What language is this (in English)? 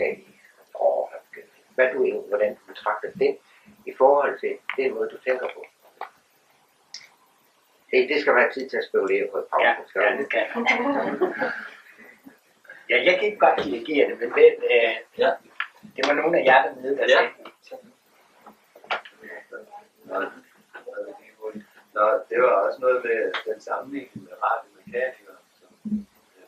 Danish